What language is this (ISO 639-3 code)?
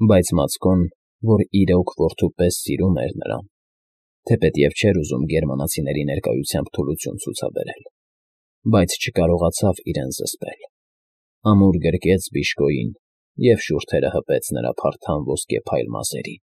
hye